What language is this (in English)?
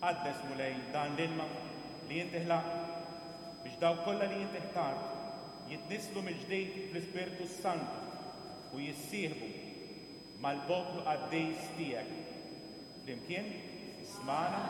Maltese